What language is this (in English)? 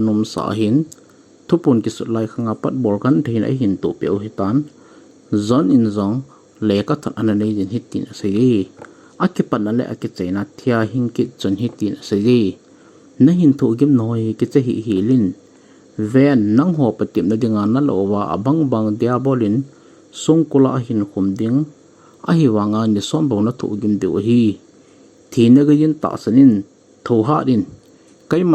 Thado Chin